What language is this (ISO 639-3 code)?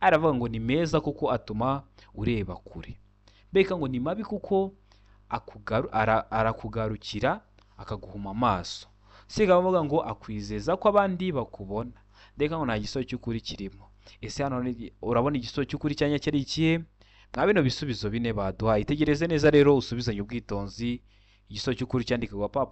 kin